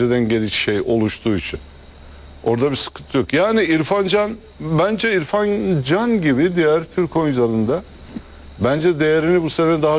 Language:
Turkish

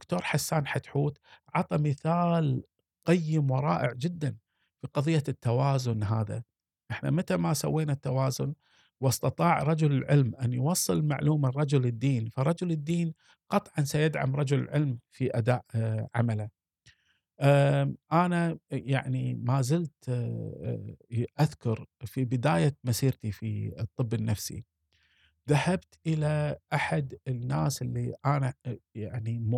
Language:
Gulf Arabic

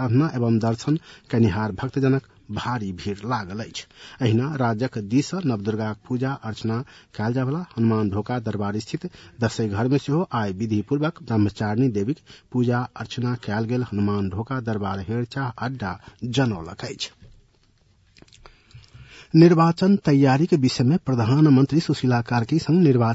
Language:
Maithili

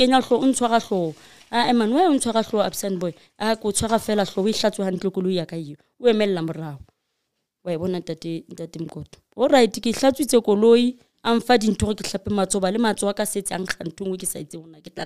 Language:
Southern Sotho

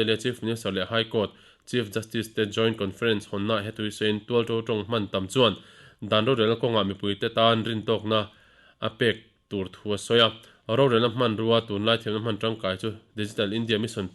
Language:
Mizo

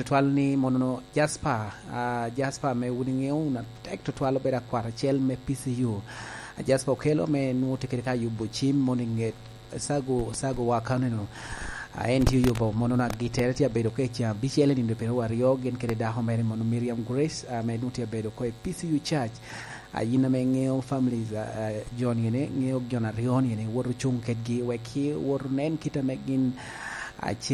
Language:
Lango (Uganda)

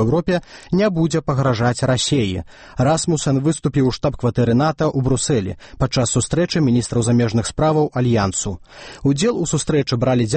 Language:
Belarusian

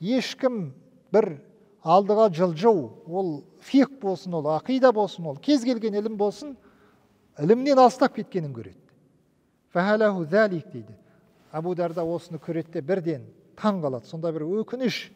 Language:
Kazakh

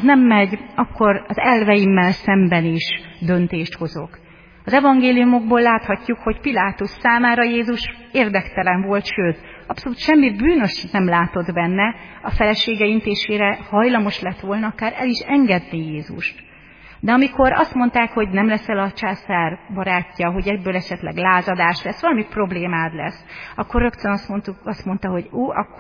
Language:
Hungarian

